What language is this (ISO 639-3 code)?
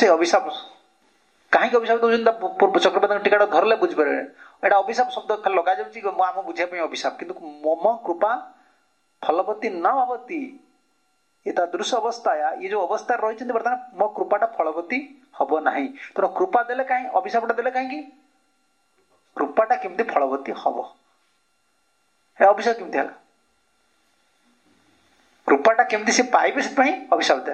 ori